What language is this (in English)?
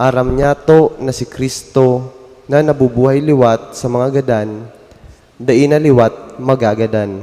Bikol